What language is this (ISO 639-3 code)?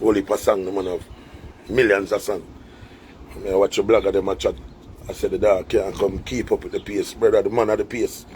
jam